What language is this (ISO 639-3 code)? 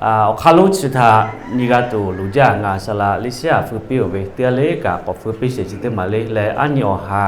lhu